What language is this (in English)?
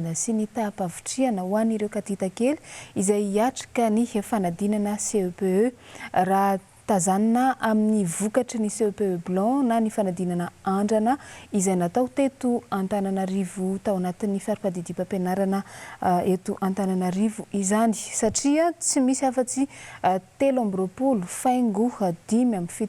Malagasy